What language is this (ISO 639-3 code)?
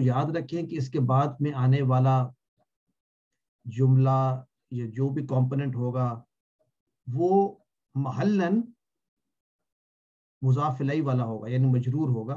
urd